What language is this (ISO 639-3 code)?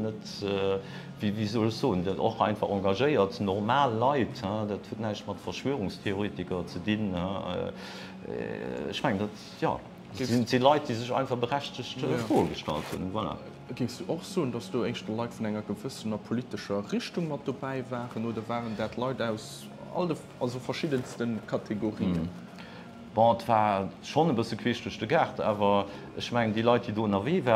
ltz